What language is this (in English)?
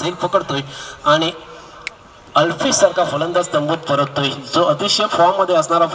Marathi